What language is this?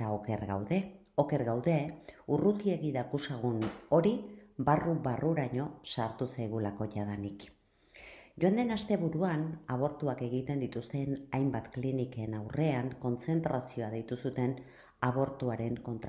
Basque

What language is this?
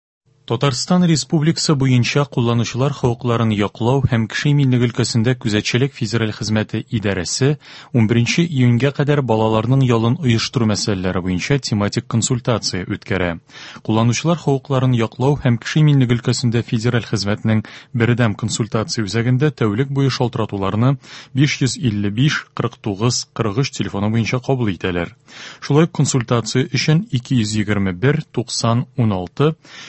Tatar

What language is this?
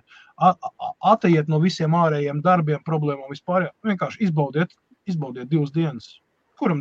Latvian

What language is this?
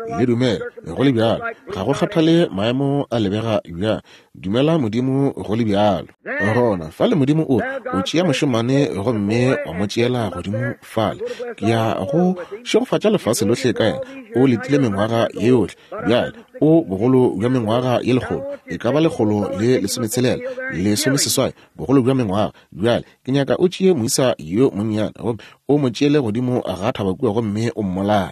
Northern Sotho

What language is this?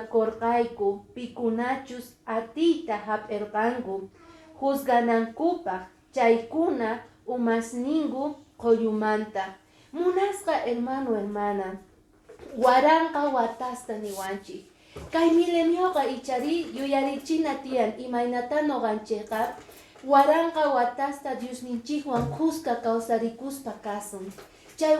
Quechua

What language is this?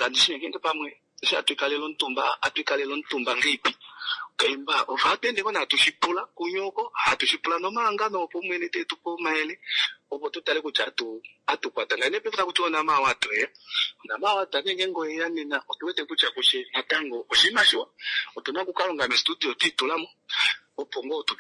Kuanyama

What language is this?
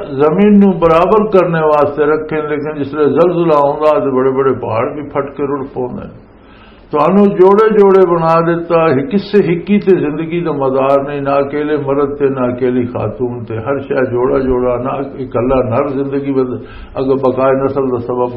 Western Panjabi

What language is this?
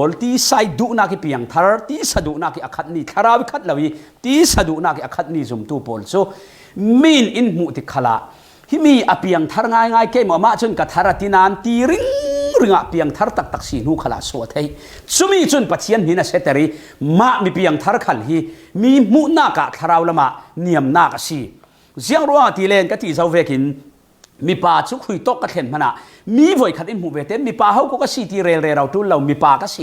Falam Chin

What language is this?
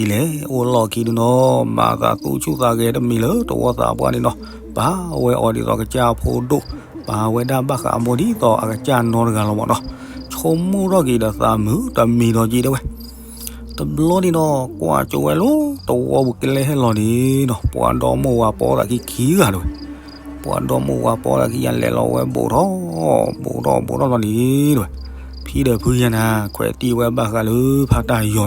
S'gaw Karen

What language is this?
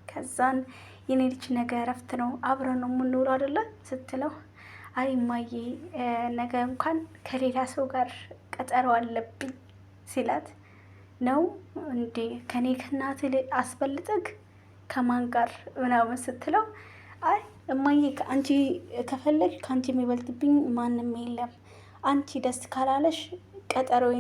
Amharic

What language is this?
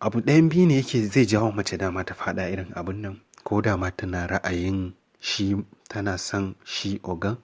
Hausa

